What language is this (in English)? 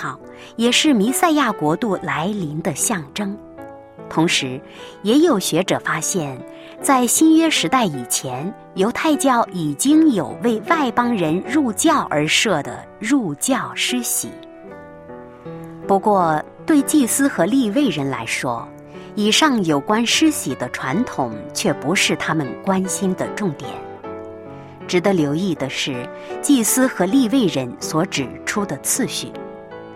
Chinese